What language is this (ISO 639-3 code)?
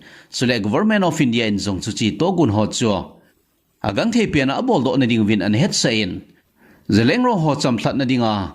tcz